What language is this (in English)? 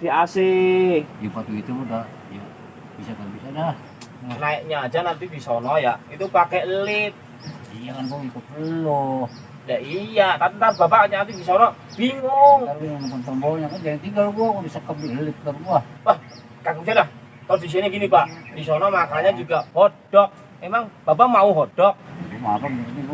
Betawi